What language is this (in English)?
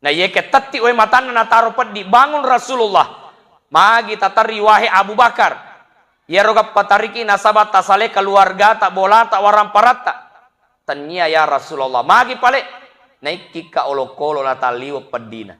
Buginese